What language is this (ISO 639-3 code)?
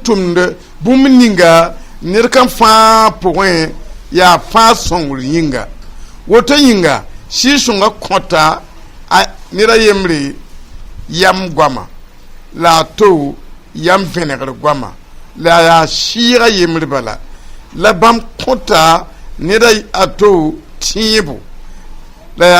mos